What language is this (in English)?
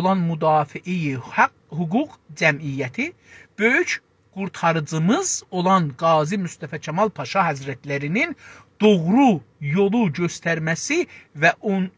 South Azerbaijani